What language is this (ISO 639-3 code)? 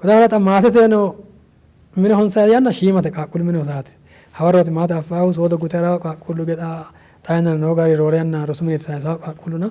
sid